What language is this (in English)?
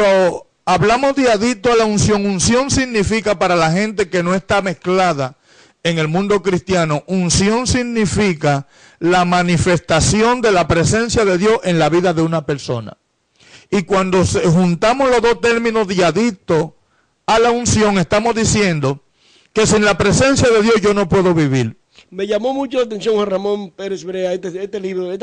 Spanish